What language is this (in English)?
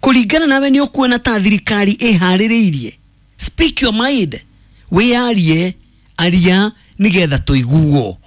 Kikuyu